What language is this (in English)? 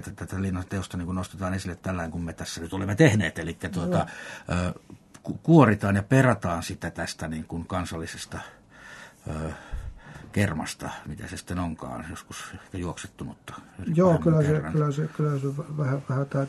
Finnish